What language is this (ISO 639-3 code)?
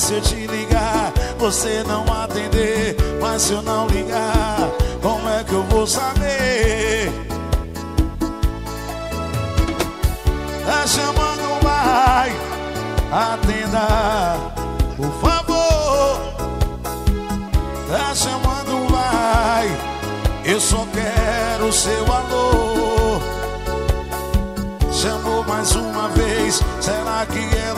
por